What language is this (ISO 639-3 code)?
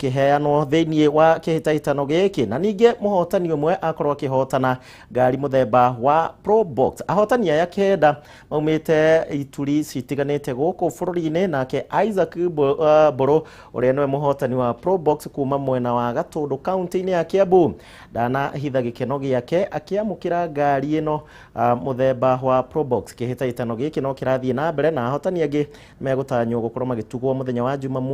kik